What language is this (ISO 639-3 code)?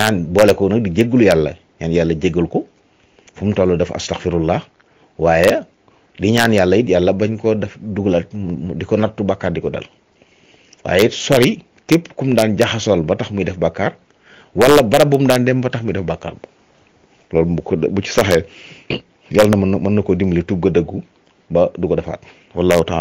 wol